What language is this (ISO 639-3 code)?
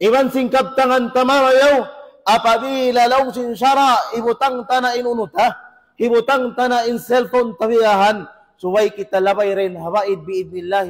tsg